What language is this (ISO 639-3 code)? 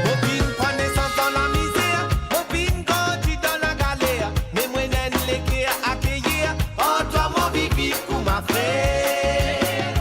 mfe